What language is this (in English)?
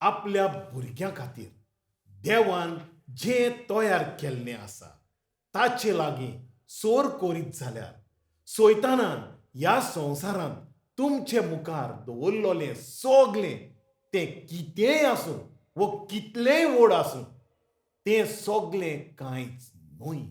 Konkani